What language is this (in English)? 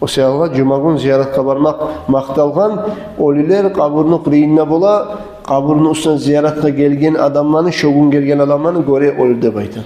Kumyk